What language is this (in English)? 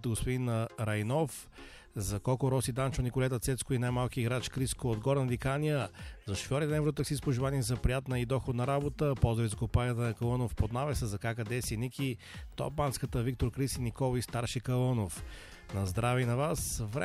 Bulgarian